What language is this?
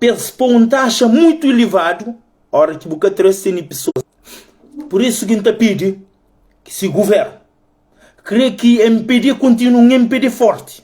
Kabuverdianu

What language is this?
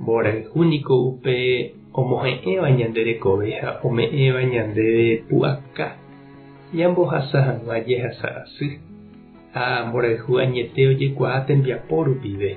Guarani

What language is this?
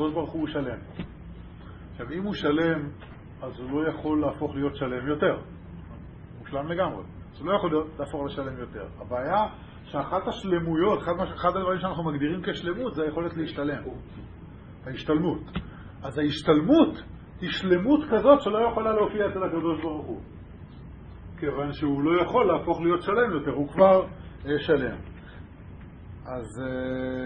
Hebrew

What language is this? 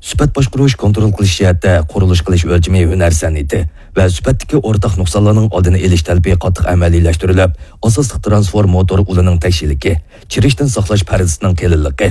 Uyghur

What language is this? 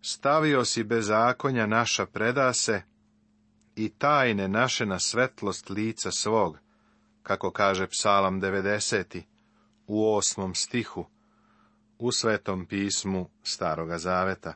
Serbian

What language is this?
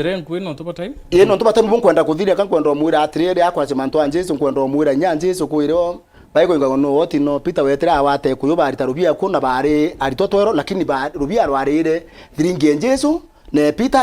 Meru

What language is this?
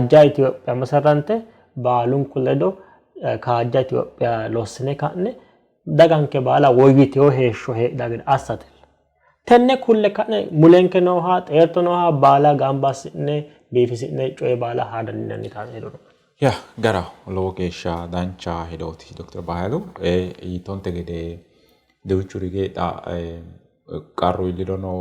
Sidamo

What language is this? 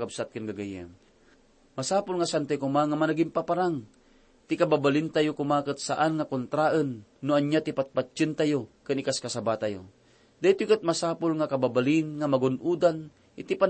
Iloko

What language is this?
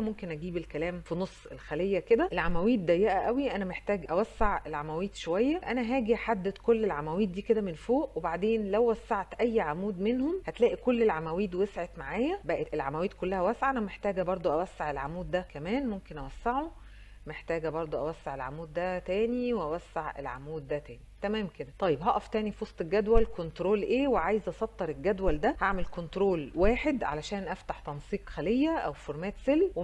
Egyptian Arabic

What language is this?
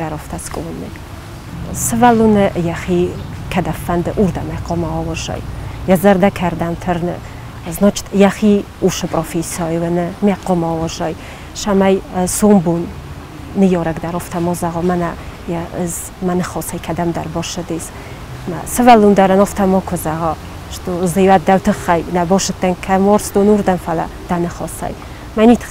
Ossetic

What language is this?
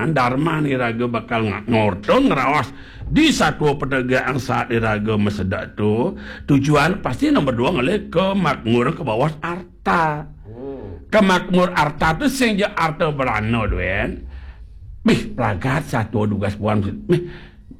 Balinese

